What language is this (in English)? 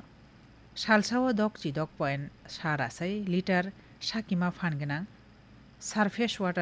Kok Borok